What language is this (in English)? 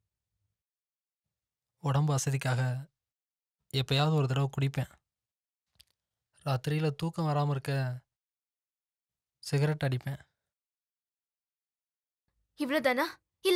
Tamil